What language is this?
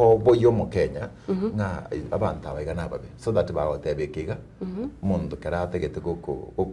Gusii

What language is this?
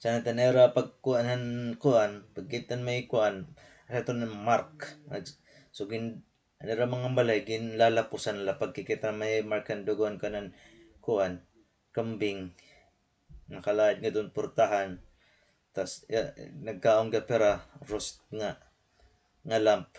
Waray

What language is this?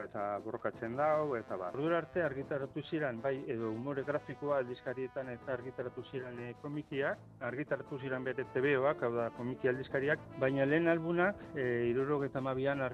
Basque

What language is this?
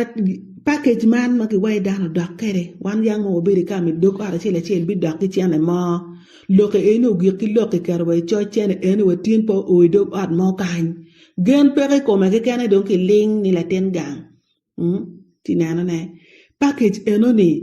Acoli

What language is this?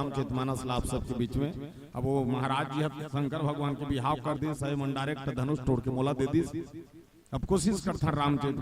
Chhattisgarhi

